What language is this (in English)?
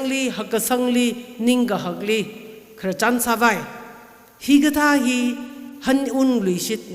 Tangkhul Naga (India)